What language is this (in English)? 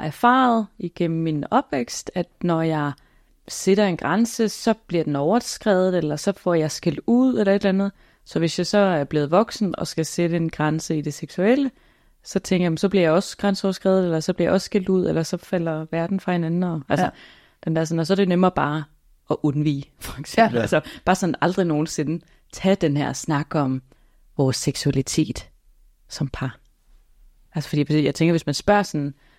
Danish